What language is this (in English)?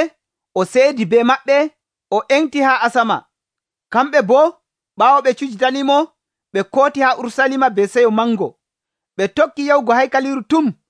Nigerian Fulfulde